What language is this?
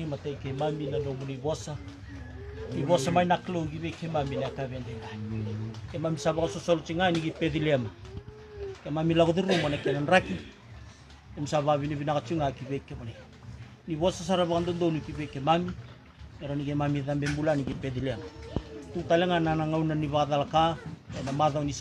Fijian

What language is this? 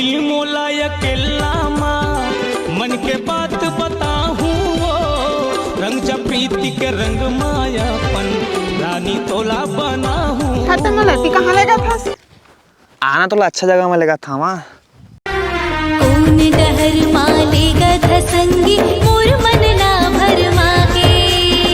Chhattisgarhi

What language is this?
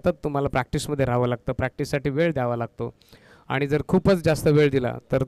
Marathi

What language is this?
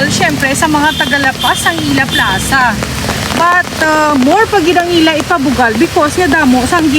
Hiligaynon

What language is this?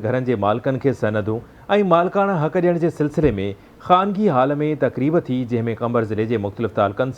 Sindhi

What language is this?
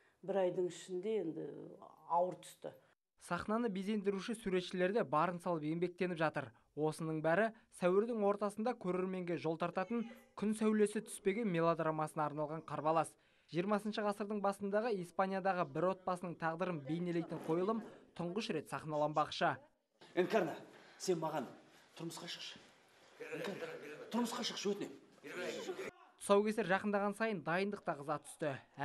Kazakh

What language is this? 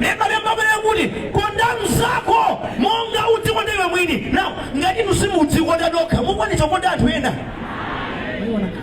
Nyanja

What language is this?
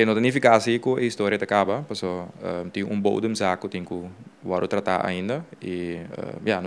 Papiamento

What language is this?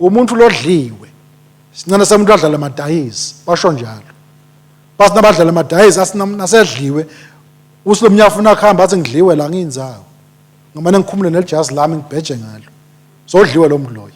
Swati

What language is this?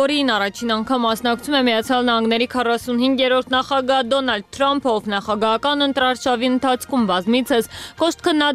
Armenian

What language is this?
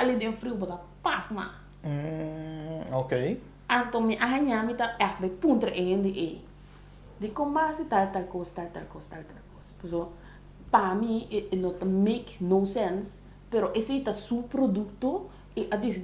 Papiamento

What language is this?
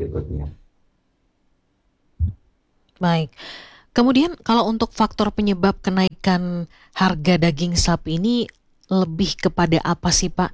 Indonesian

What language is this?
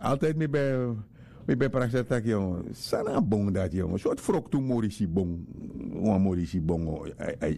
Sranan Tongo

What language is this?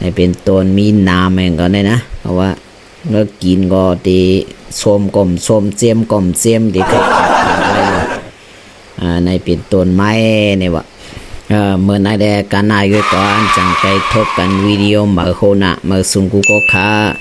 Shan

